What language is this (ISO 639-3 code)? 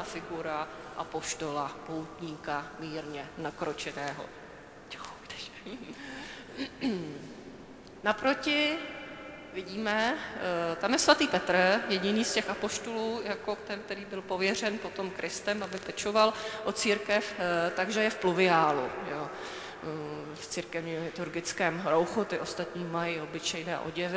ces